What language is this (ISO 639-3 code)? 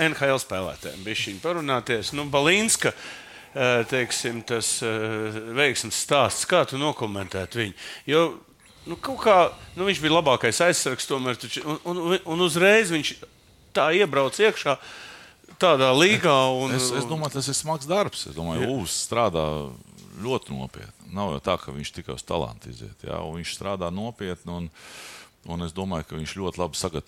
lav